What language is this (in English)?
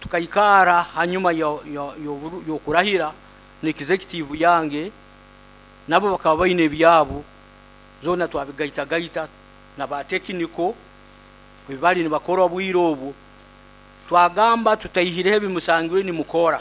Nyoro